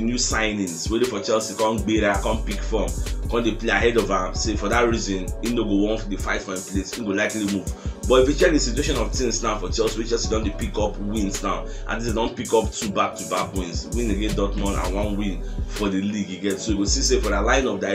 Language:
Nigerian Pidgin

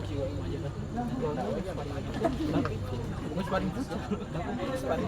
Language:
Ambonese Malay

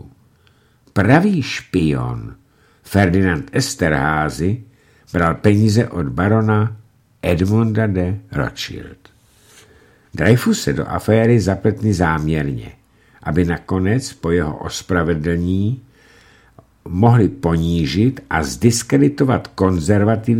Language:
Czech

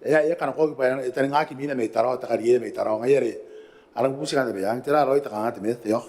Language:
Gilbertese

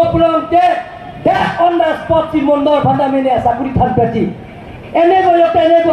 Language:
Karbi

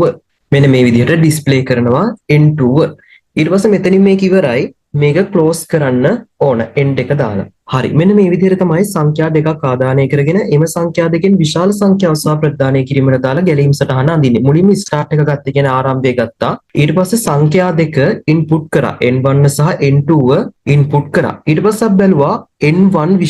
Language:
Sinhala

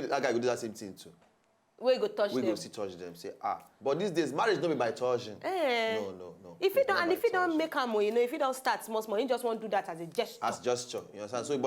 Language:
Nigerian Pidgin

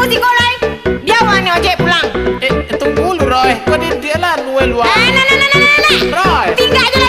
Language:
Minangkabau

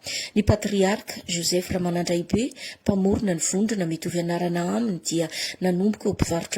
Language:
Malagasy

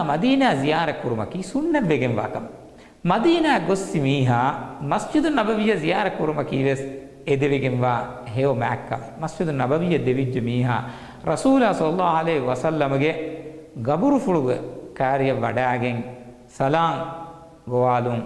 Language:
Divehi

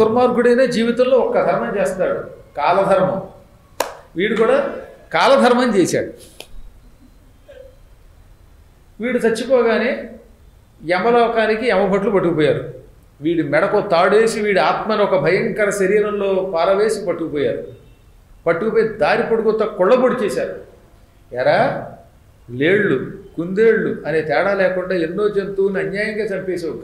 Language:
Telugu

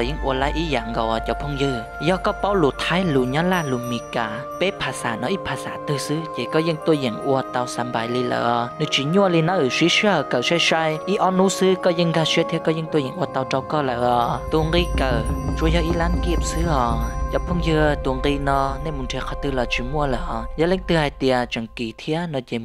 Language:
Hmong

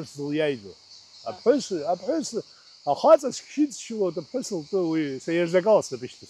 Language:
Abkhazian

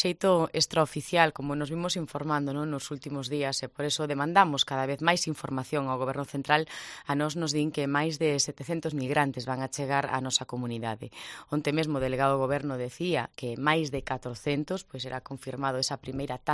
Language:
Galician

